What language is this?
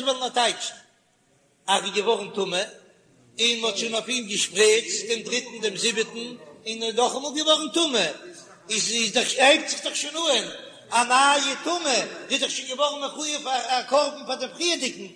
Yiddish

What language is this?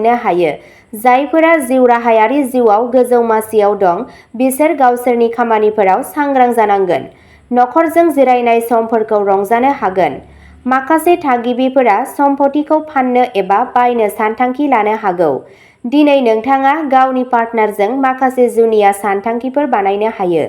Bodo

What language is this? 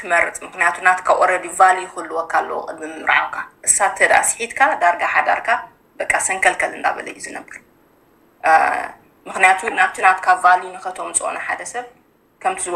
Tigrinya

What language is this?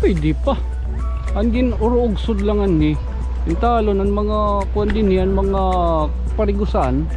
Waray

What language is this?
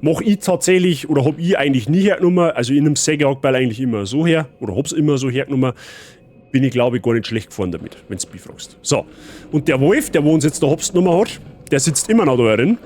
Bavarian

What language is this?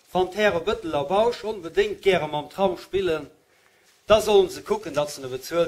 Luxembourgish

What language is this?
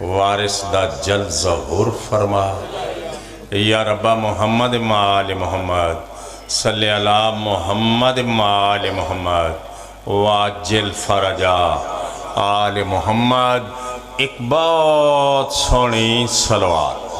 Pahari-Potwari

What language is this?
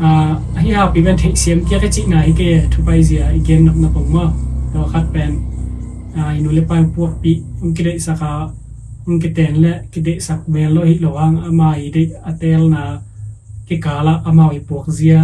Tedim Chin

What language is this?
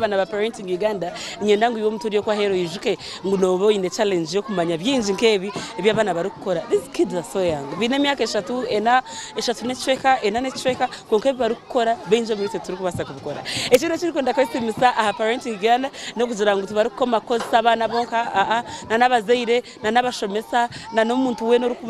Nyankole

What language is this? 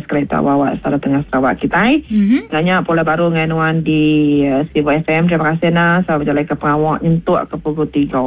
Iban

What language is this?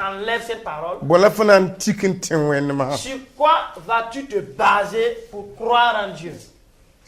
Mossi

